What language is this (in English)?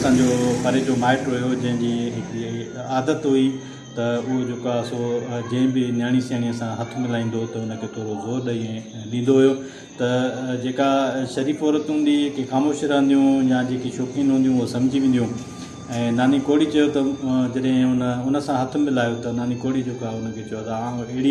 Sindhi